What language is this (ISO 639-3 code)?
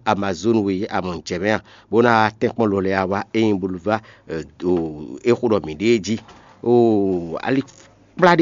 fon